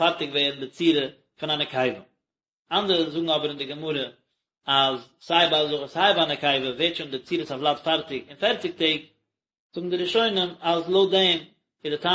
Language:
Yiddish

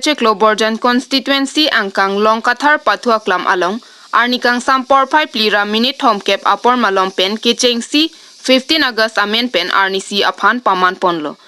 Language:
Karbi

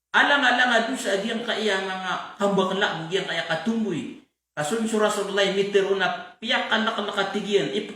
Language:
Maranao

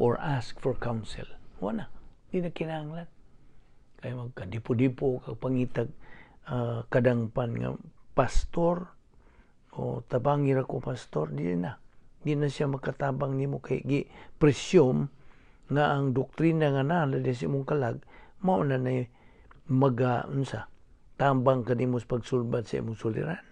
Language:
Cebuano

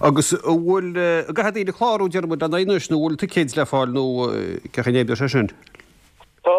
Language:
Irish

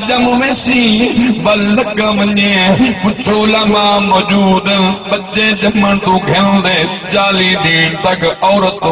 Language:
Saraiki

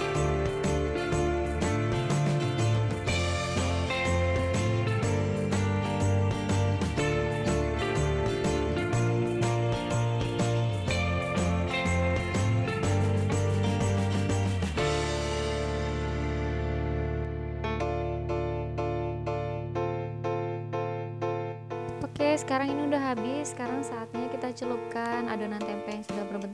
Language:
Indonesian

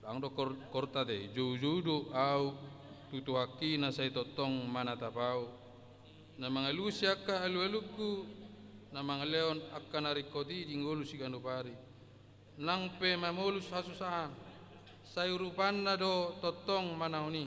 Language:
Batak Toba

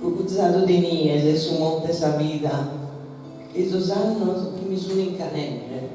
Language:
Sardinian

